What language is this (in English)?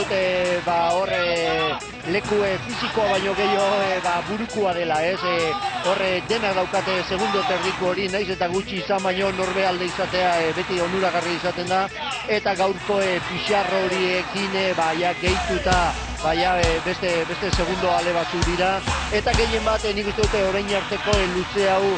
Basque